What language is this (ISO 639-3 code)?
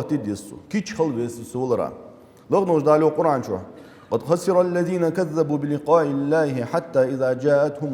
inh